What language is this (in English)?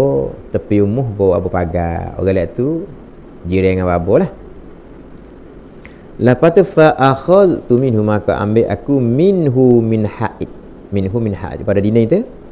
Malay